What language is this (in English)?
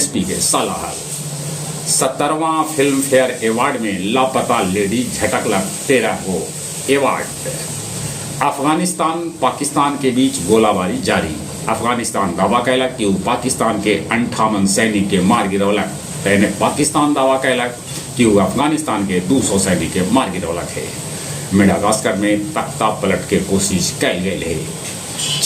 Magahi